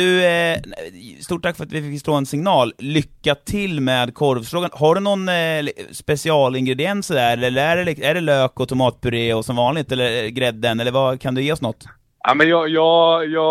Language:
Swedish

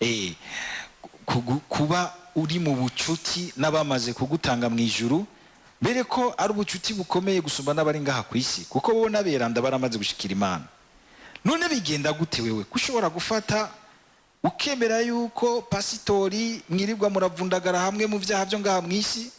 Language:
Rundi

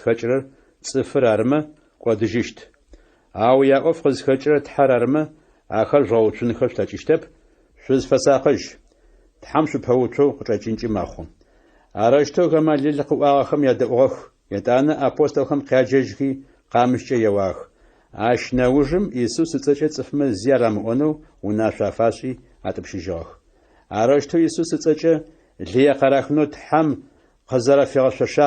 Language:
Adyghe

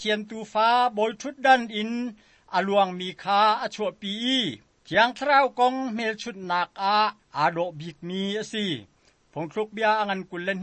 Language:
Hakha Chin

